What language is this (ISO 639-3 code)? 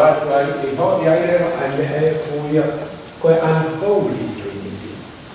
ton